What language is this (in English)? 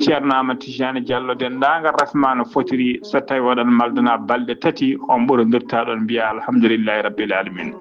Fula